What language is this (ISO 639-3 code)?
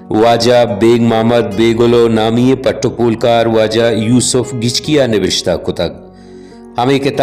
bal